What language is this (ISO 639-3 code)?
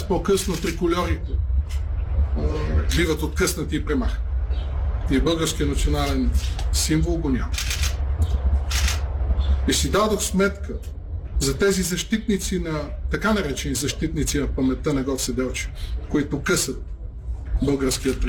bul